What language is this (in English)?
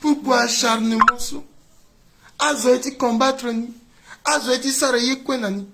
Sango